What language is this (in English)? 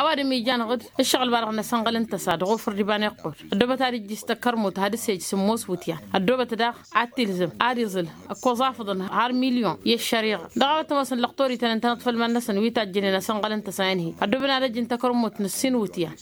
Tamasheq